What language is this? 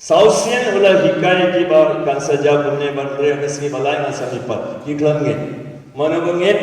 Khasi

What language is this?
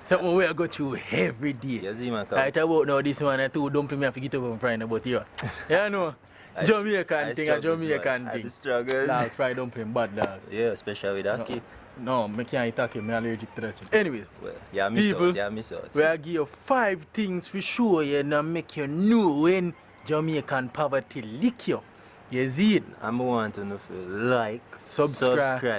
Jamaican Creole English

